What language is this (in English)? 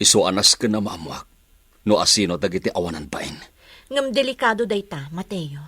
Iloko